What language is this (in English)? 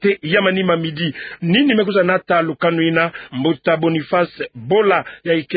Kituba (Democratic Republic of Congo)